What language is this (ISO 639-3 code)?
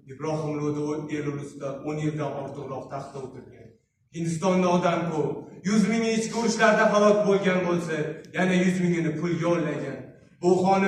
uzb